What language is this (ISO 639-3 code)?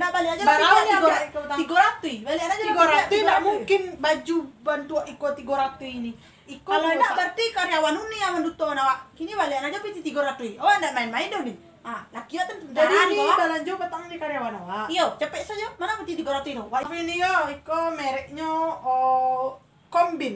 min